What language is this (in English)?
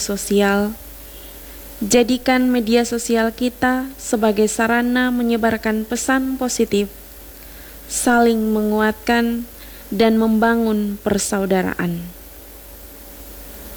Indonesian